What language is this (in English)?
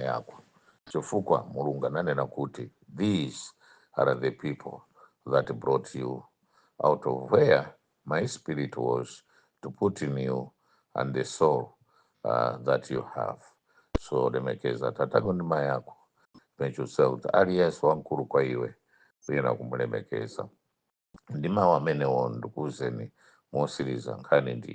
Nyanja